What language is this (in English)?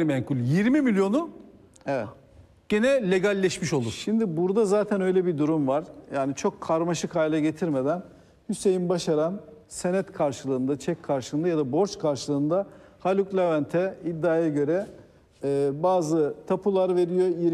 Turkish